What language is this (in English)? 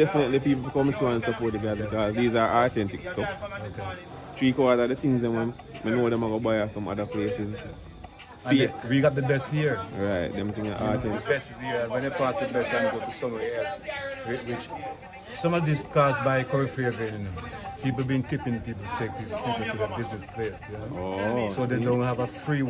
Jamaican Creole English